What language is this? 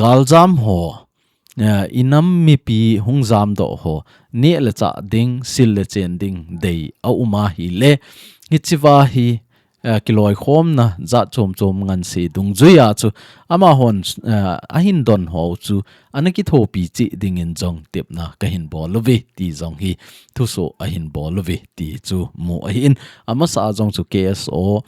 Thado Chin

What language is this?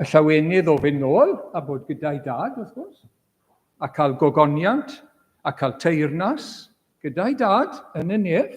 Welsh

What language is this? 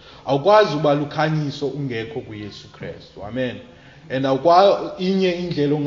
Xhosa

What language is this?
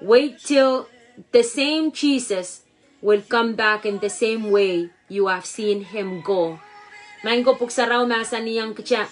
Pohnpeian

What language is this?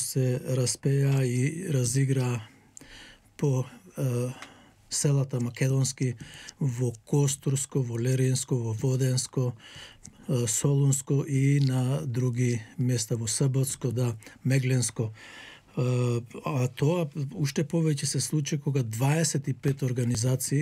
Macedonian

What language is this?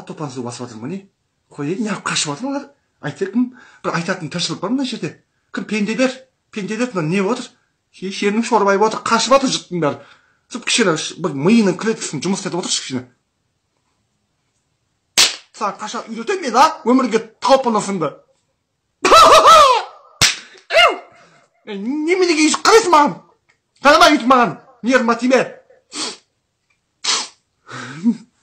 Kazakh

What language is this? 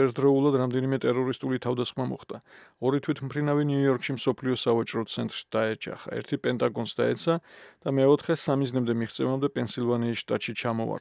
Georgian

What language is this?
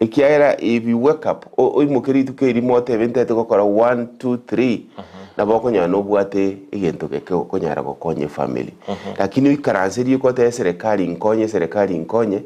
Gusii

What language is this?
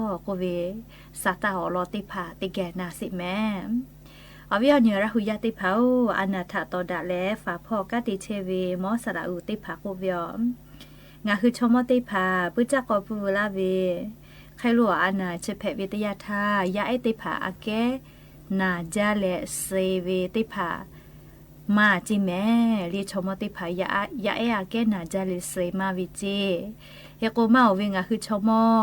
Lahu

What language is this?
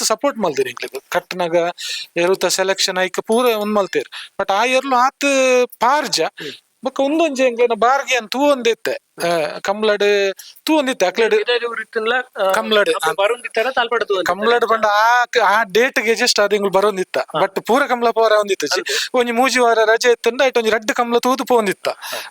Tulu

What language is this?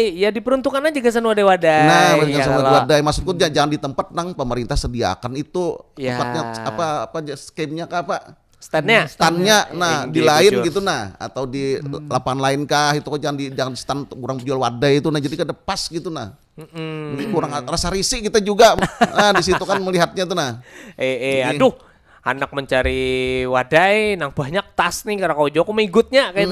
Banjar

